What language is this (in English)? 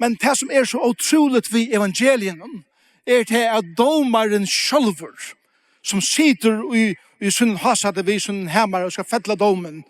Faroese